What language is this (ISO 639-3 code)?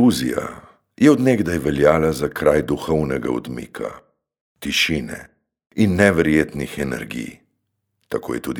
slv